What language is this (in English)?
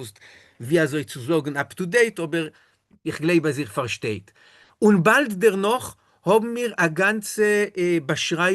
Yiddish